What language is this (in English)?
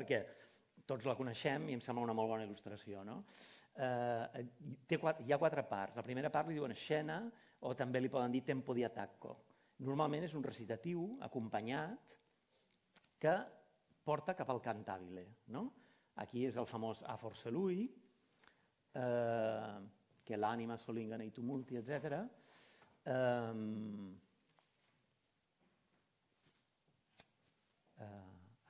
Catalan